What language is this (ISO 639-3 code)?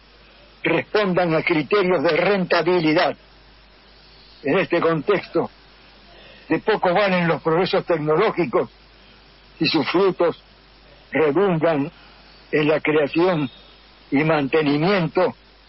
spa